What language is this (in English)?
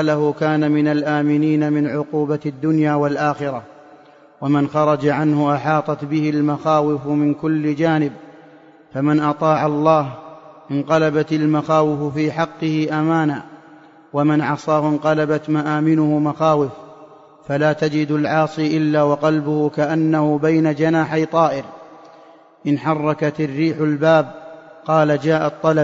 Arabic